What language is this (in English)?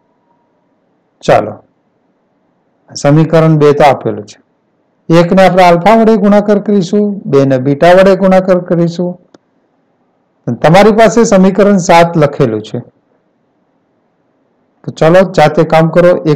Gujarati